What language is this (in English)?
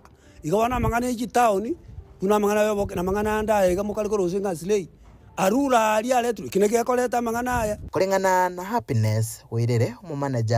Gusii